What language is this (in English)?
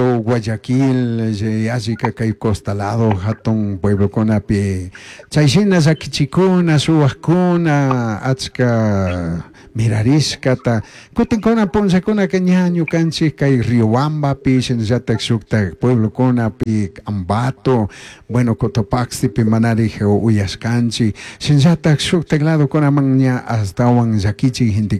Chimborazo Highland Quichua